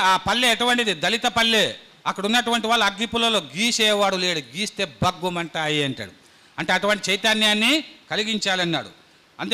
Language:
Telugu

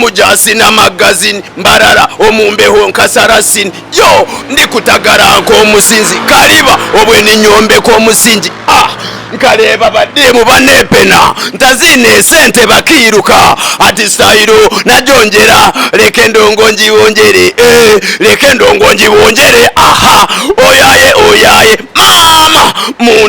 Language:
Nyankole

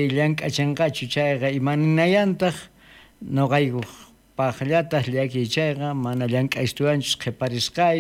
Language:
South Bolivian Quechua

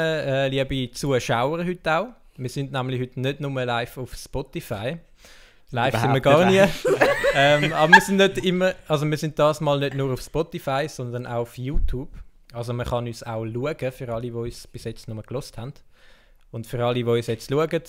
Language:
Swiss German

